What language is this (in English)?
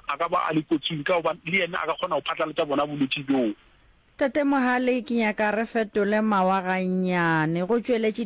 Northern Sotho